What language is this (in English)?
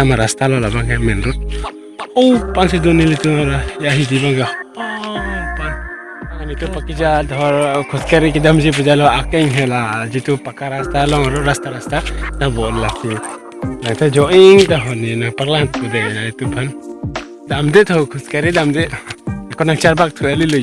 Karbi